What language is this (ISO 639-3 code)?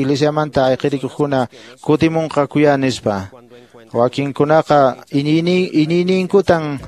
que